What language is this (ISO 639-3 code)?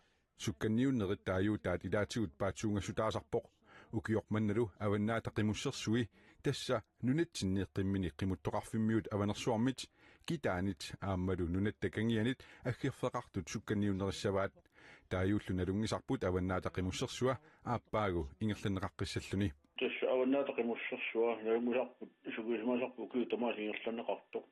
kal